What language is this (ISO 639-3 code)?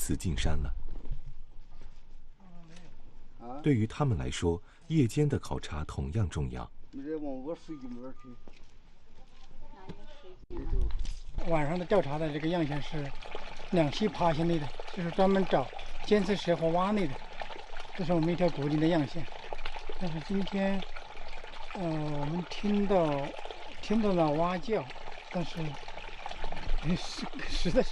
zho